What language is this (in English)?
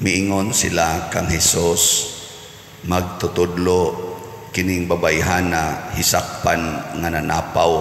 Cebuano